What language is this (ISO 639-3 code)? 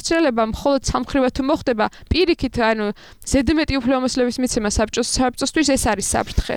kat